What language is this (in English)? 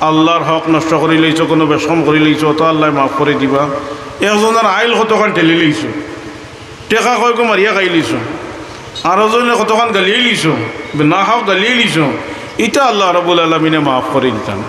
Sylheti